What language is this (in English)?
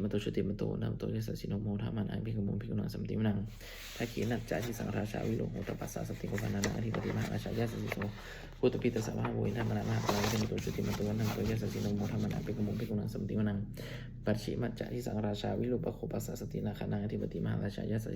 Pali